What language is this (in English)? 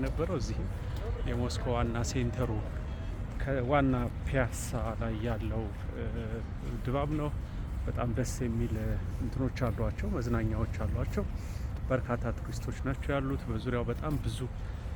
Amharic